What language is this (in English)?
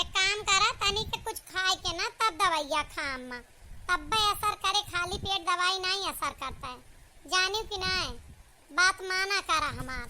Awadhi